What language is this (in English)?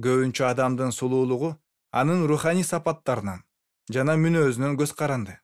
Kyrgyz